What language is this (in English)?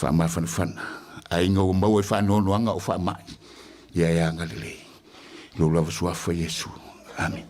Samoan